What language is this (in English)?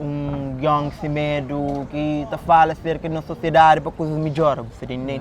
Kabuverdianu